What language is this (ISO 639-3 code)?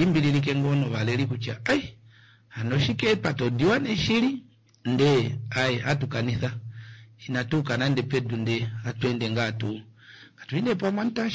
kua